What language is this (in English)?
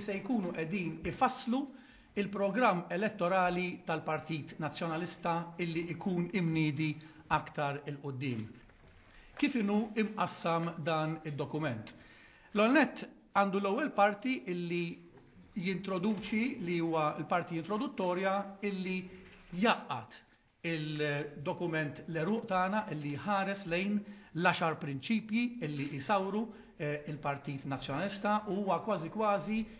Maltese